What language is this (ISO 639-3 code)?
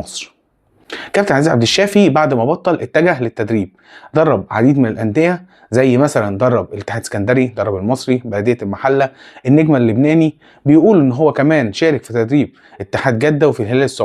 arz